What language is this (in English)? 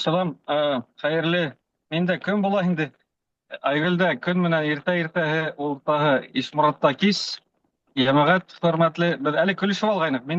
Bashkir